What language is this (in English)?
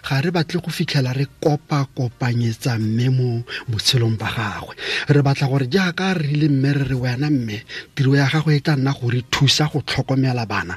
Tswana